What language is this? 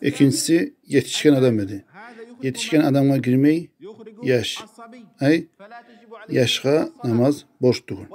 Kumyk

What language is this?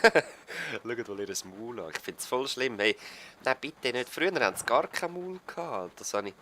Swiss German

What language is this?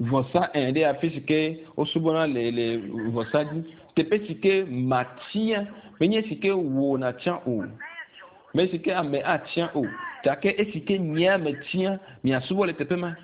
Ewe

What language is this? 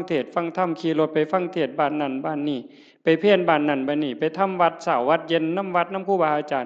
Northeastern Thai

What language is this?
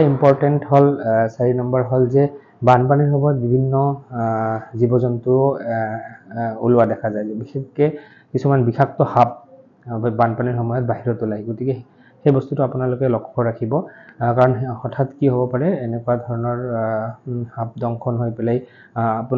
Assamese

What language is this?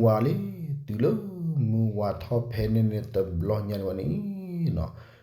S'gaw Karen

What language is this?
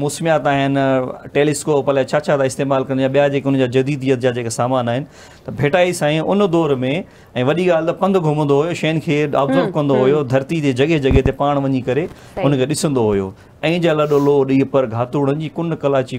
Sindhi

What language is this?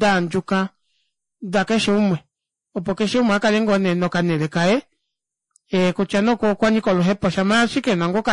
Kuanyama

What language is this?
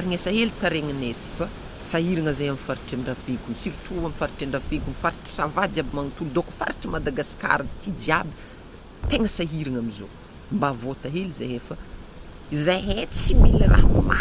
Malagasy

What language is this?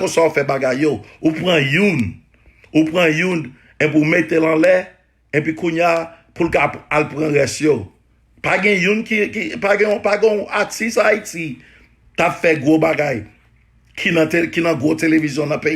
Haitian Creole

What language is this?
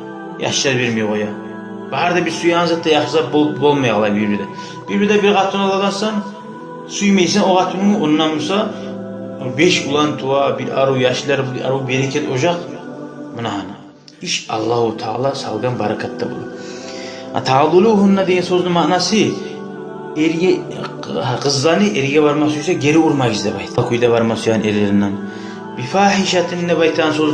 Kumyk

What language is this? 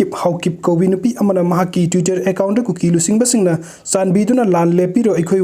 Manipuri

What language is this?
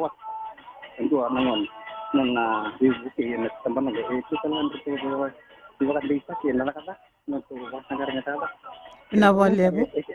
Fijian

